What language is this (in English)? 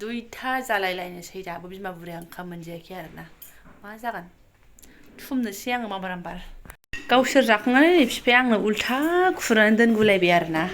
Bodo